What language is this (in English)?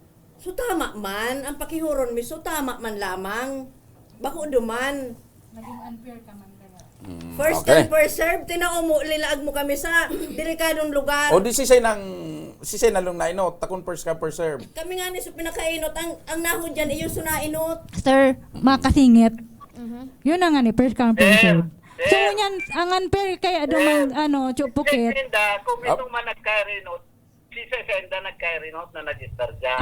Bikol